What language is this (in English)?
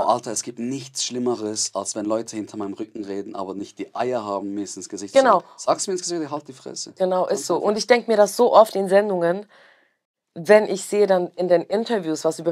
Swiss German